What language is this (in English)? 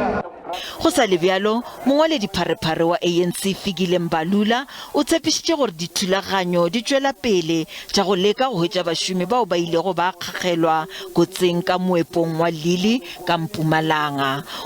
Northern Sotho